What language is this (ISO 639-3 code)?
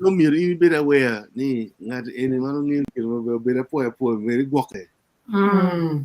ach